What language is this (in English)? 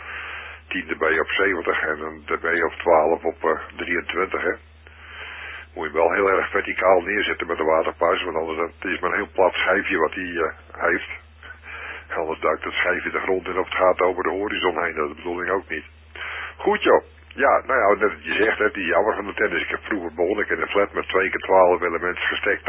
Dutch